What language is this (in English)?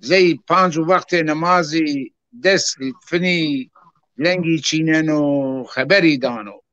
Zaza